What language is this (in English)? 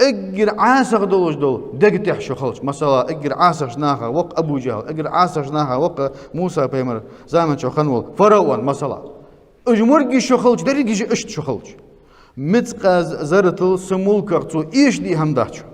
Ingush